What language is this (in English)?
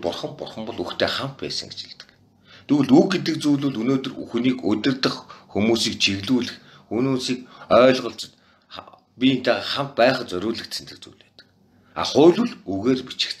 Mongolian